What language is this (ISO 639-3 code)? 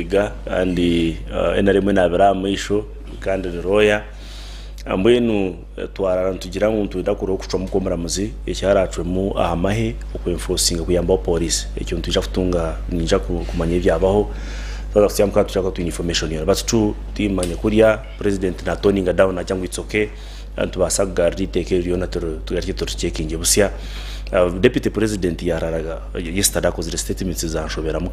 nyn